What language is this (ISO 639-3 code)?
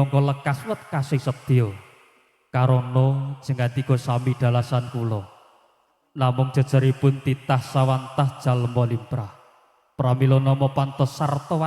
jav